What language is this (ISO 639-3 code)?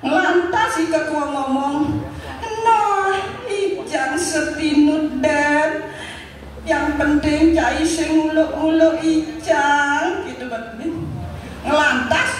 ban